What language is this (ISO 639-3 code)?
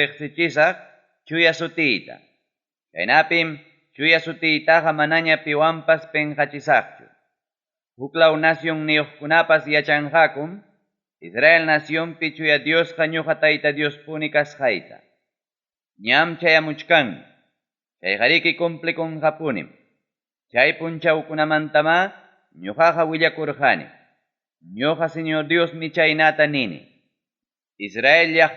quy